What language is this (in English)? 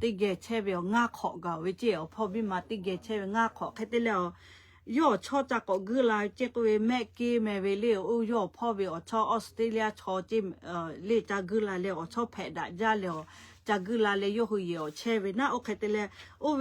Lahu